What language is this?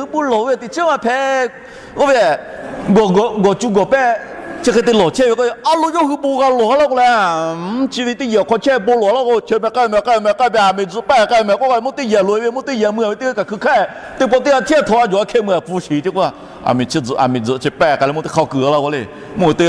Lahu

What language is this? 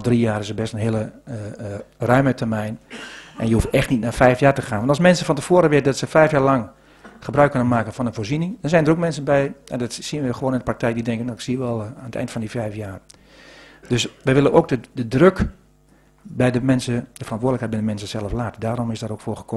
Dutch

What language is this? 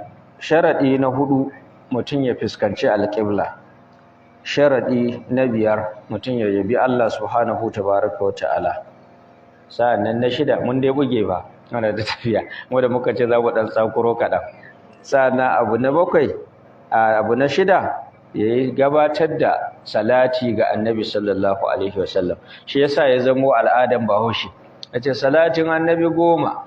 Hausa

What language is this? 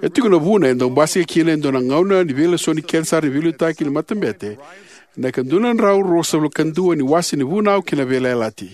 Fijian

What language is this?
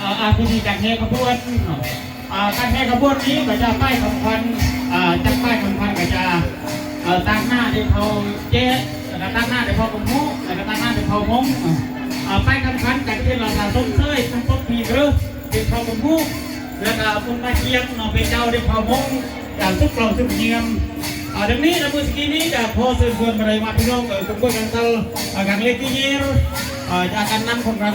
Lao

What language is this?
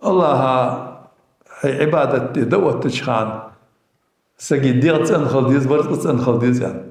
Ingush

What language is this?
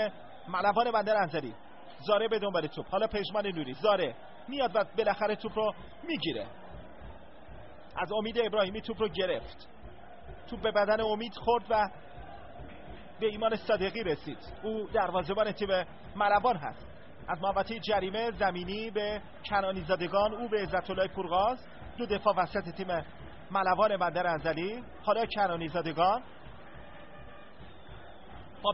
Persian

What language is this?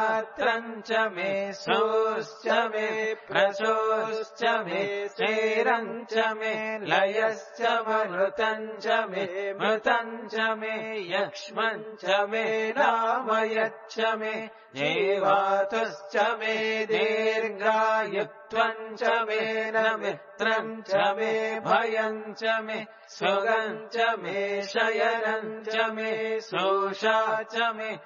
Sanskrit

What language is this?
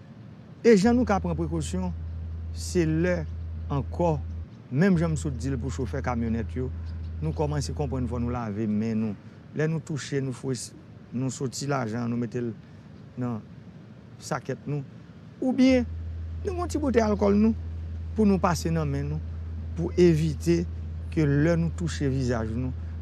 Haitian Creole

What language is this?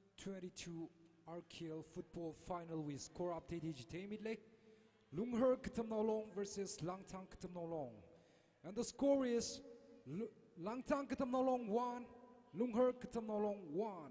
Tangkhul Naga (India)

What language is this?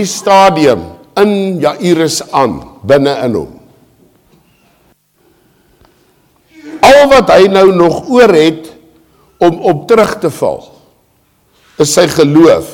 Afrikaans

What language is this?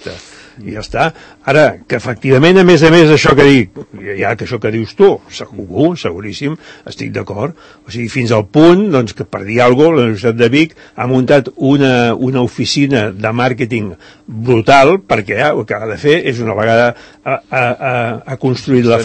Catalan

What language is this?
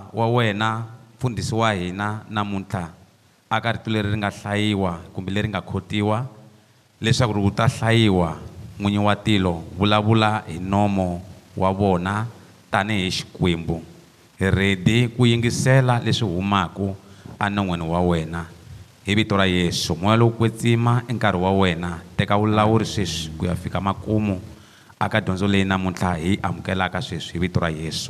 Tsonga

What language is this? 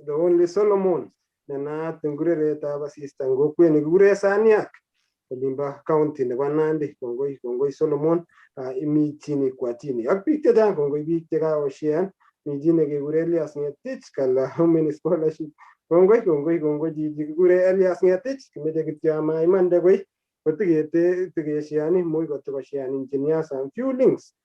Kalenjin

